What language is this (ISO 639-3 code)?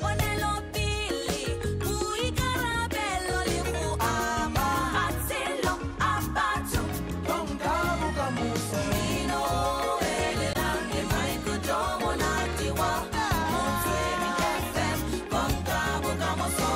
tsn